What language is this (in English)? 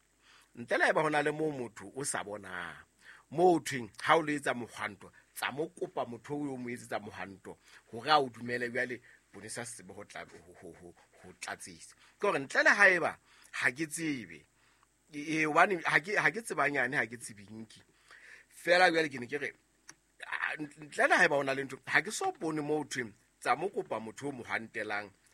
Southern Sotho